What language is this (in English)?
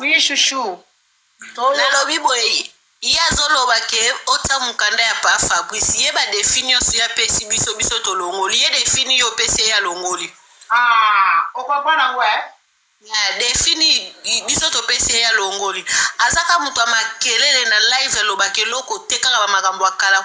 Lingala